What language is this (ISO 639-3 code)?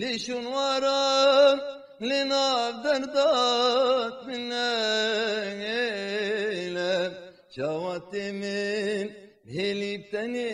kur